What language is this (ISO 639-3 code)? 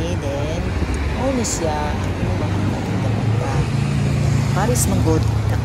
ceb